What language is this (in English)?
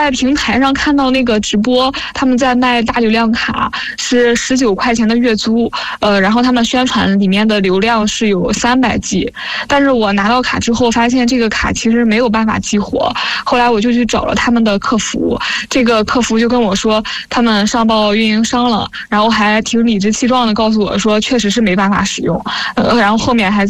Chinese